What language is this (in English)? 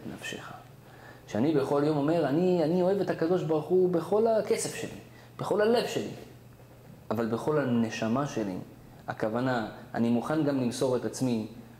Hebrew